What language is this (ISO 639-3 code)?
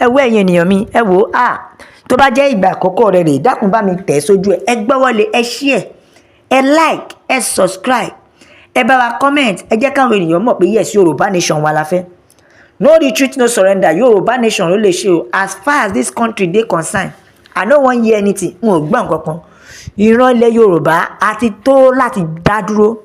yor